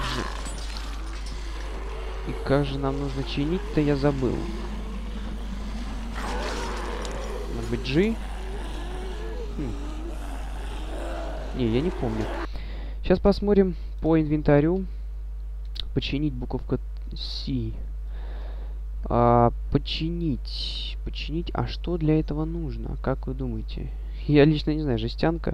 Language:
Russian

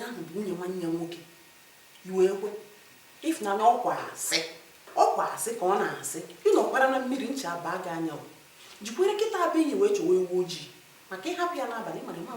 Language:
Igbo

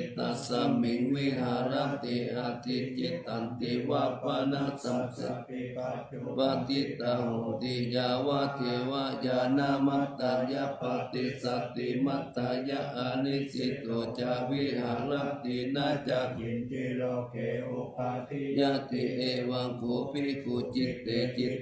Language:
Pali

